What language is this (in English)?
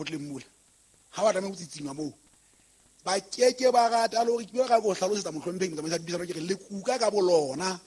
Southern Sotho